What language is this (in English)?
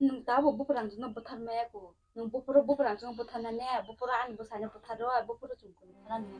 Kok Borok